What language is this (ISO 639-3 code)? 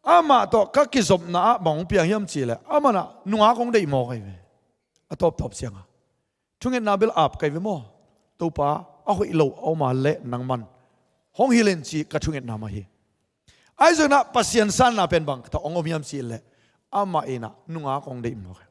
ctd